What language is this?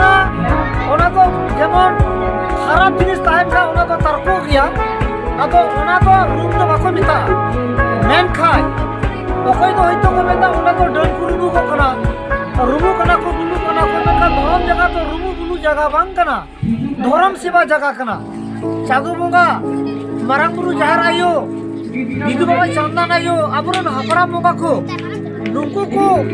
Santali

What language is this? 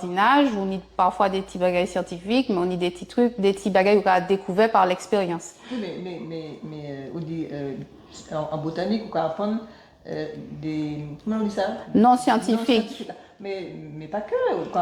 Guadeloupean Creole French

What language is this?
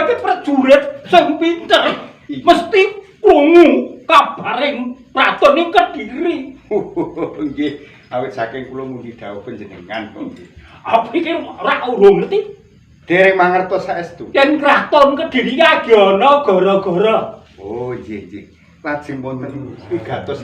Javanese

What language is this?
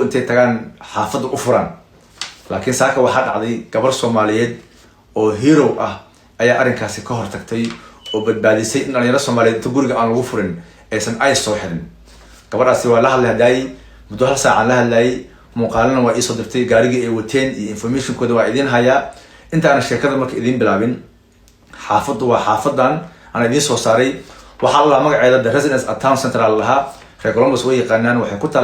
Somali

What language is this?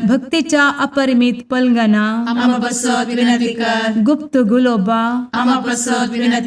Konkani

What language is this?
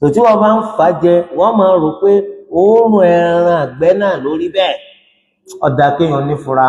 Yoruba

